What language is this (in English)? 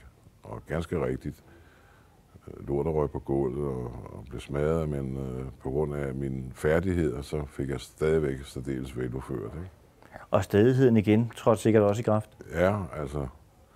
Danish